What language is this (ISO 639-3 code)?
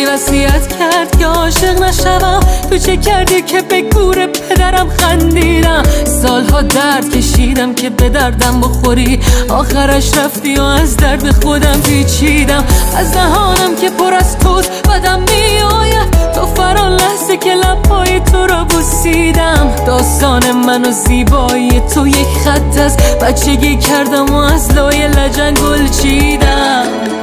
fas